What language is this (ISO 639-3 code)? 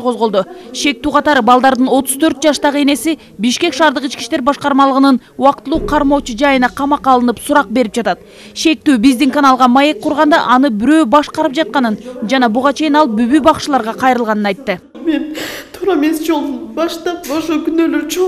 kir